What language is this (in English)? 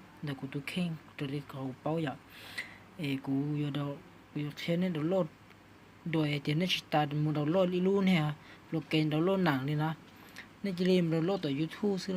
Hmong